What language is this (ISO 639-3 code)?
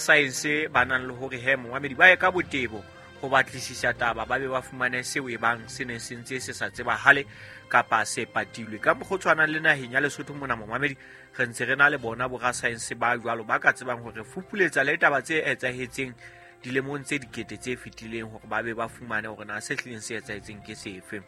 sot